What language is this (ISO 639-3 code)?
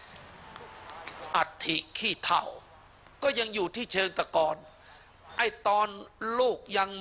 tha